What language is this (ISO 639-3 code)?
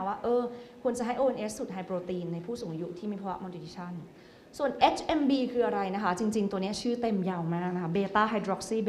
tha